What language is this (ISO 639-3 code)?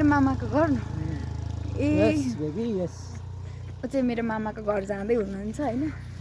nep